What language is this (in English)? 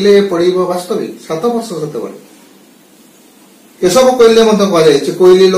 Odia